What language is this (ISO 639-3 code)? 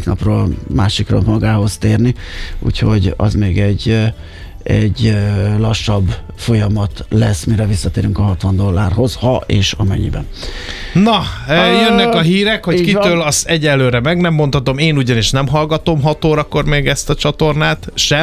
hun